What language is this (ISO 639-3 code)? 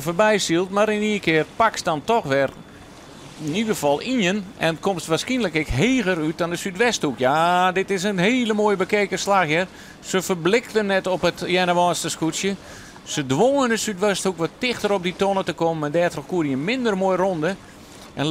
fry